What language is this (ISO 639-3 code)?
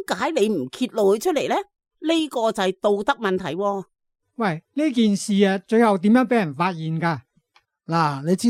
yue